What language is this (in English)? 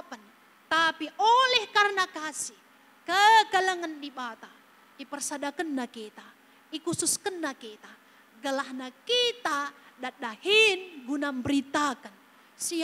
Batak Karo